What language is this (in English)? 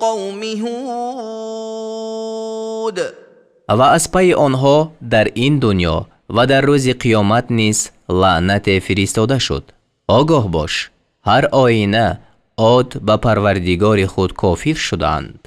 Tajik